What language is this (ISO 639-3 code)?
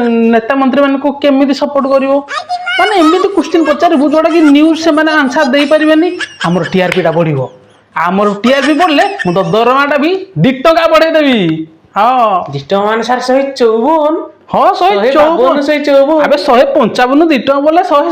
ori